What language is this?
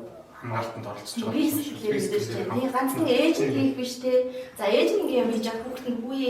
Mongolian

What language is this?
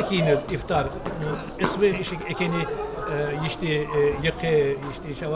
Tsakhur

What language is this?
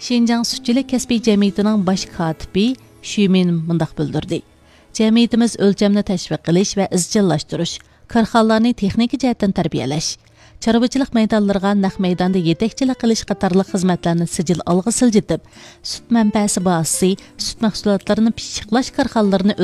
Uyghur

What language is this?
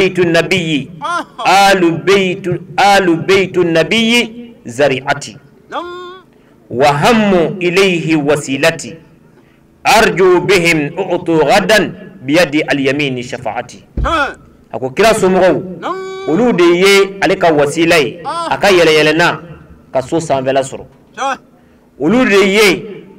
Bambara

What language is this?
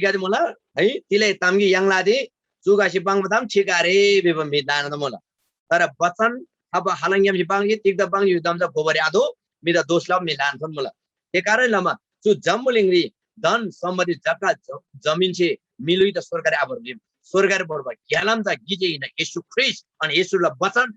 Eastern Tamang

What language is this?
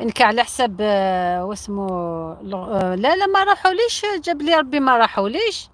Algerian Arabic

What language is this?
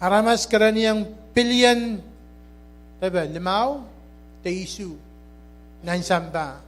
Pohnpeian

